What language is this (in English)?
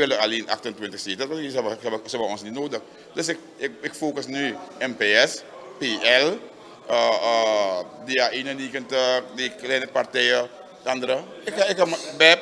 Dutch